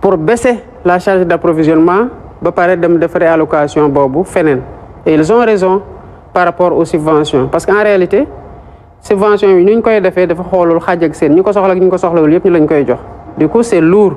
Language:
Wolof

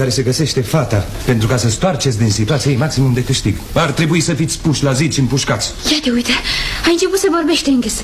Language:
Romanian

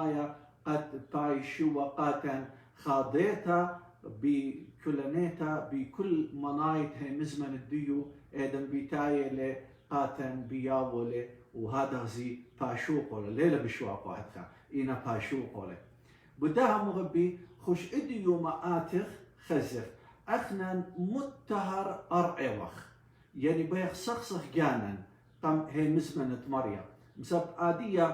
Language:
Assyrian Neo-Aramaic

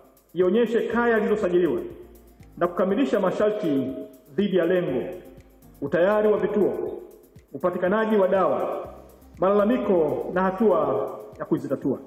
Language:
Swahili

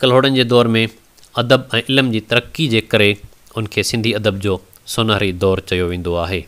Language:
Sindhi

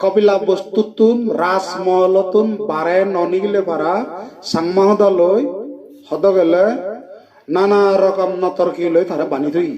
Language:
Chakma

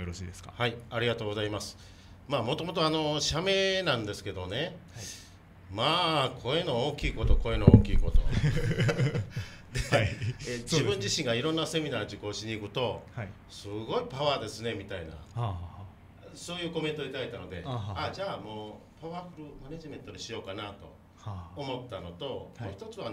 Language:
Japanese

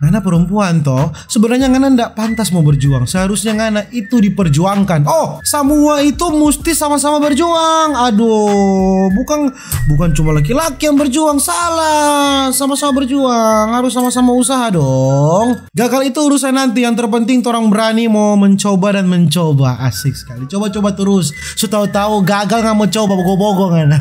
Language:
Manado Malay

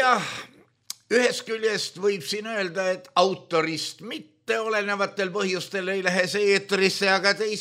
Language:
Estonian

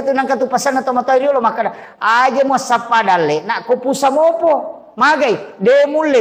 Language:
Buginese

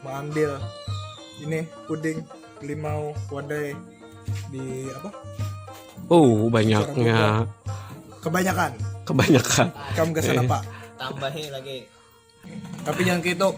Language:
Banjar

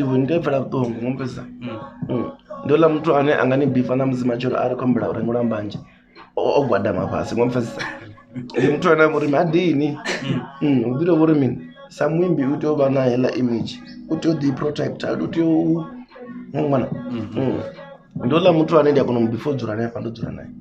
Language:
Venda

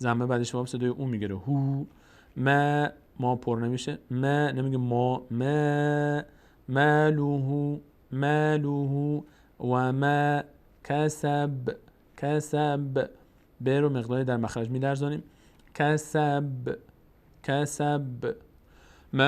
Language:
Persian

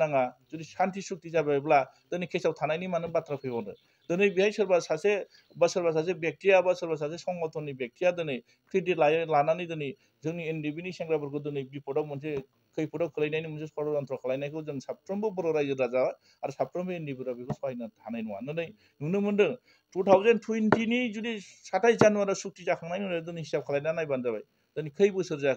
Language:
Bodo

